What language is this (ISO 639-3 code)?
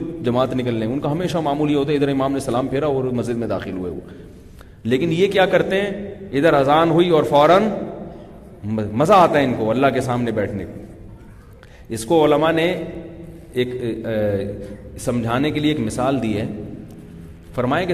urd